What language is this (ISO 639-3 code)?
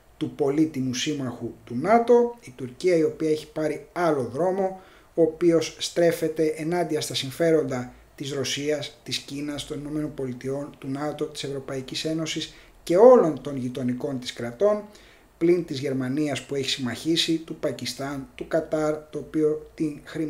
ell